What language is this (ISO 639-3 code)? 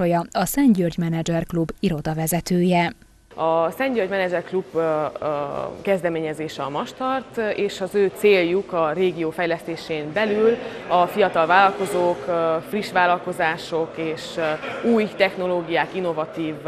hun